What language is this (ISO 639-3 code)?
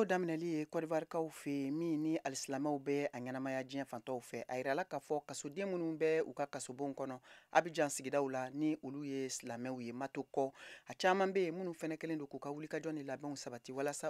bam